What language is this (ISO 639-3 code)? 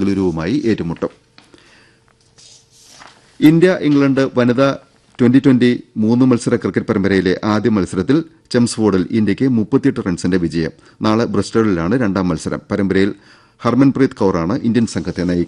mal